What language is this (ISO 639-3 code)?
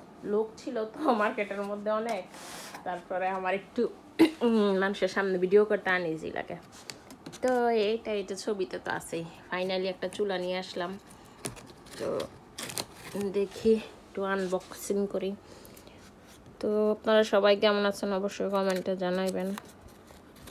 ben